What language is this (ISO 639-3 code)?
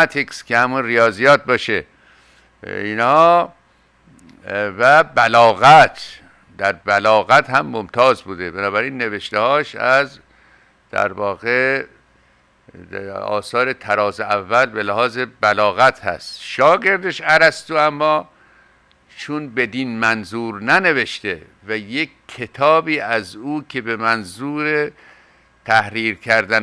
fas